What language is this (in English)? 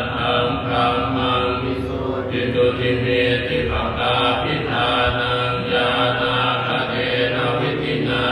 Pali